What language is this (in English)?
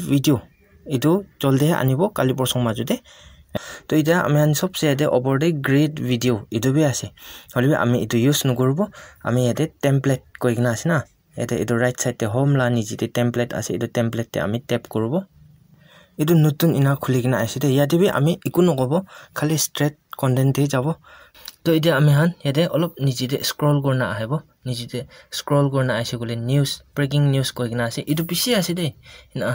Naga Pidgin